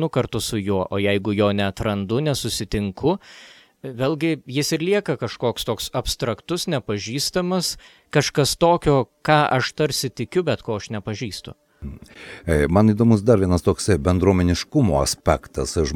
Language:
Lithuanian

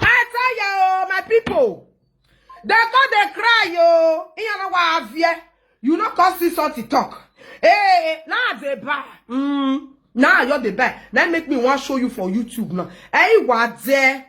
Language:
Nigerian Pidgin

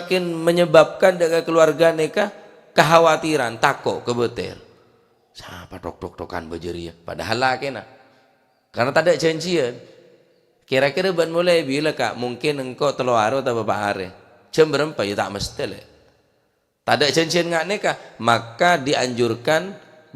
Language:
Madurese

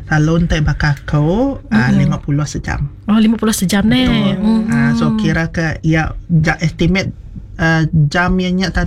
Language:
Iban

